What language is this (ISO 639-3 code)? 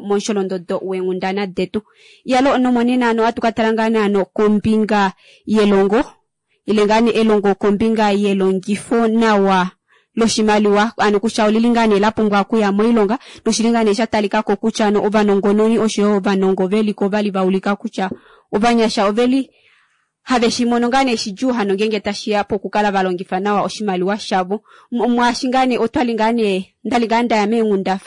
kua